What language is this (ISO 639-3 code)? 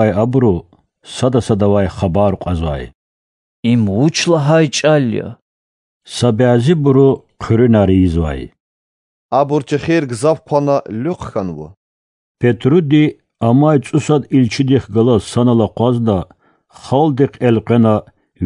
lez